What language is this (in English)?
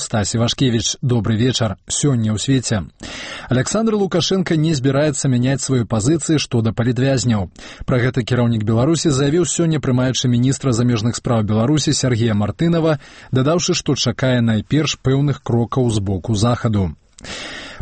Belarusian